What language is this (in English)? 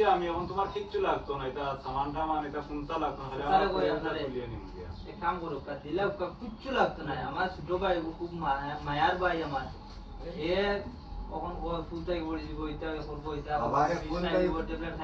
Sylheti